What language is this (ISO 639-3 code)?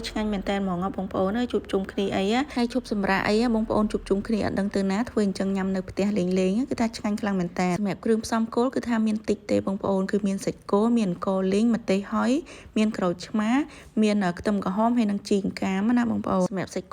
khm